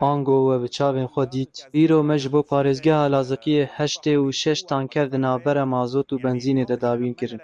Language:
Kurdish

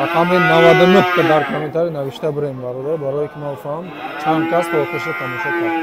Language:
Tajik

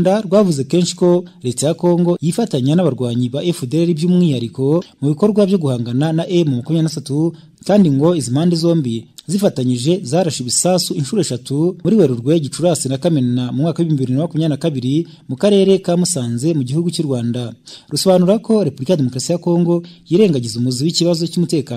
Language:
Kinyarwanda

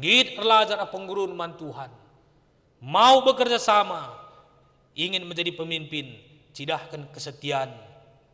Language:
Batak Karo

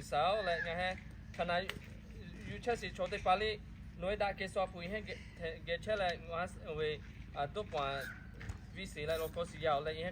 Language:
Lahu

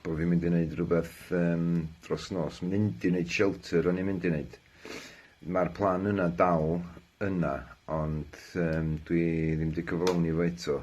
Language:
Welsh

